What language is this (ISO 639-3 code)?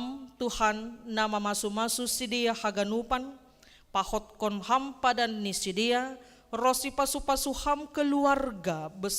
bts